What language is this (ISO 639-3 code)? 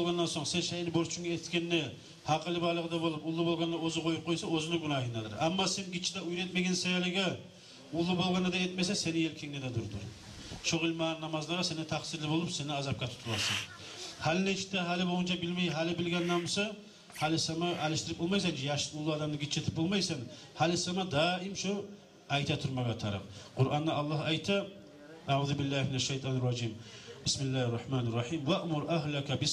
kum